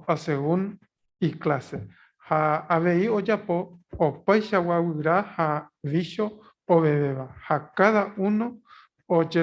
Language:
Guarani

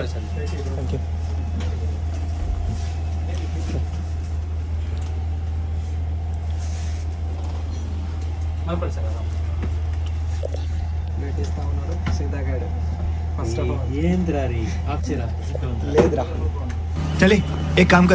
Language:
Telugu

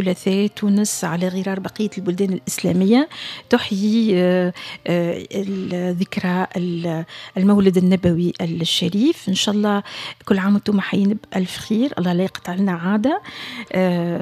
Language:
Tunisian Arabic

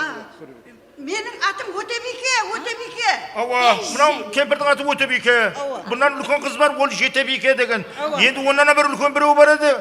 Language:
Kara-Kalpak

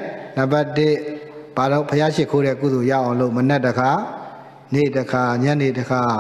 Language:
Burmese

